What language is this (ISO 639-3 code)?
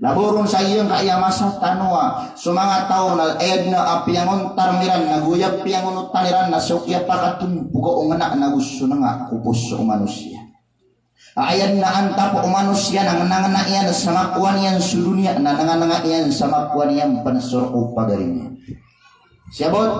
mrw